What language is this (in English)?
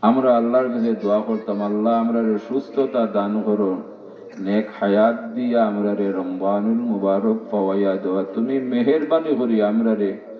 Sylheti